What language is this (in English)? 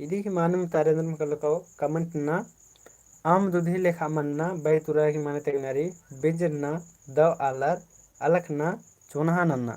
Kurukh